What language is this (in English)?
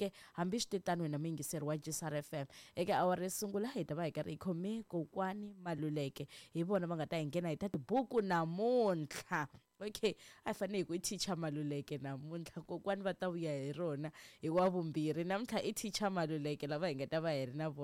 Tsonga